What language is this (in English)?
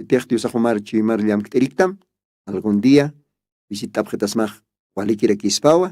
Aymara